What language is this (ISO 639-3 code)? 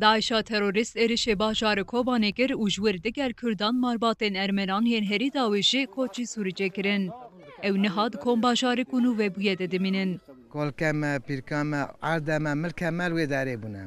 kur